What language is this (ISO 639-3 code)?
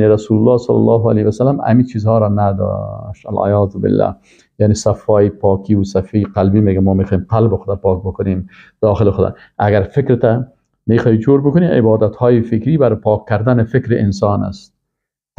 fas